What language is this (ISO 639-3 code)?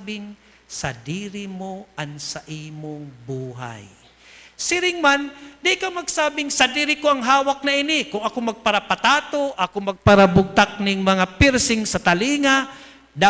bik